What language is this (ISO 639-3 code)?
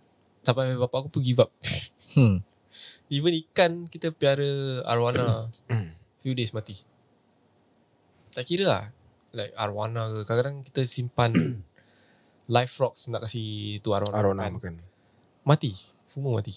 msa